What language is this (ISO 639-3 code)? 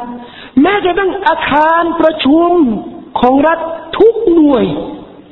tha